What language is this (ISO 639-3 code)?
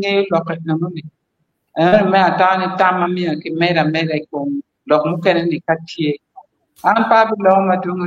ach